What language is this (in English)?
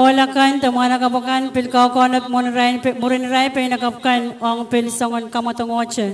Pohnpeian